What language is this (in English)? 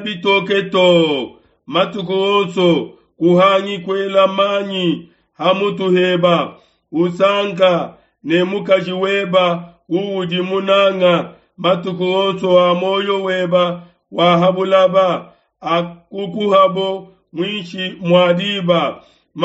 Luba-Lulua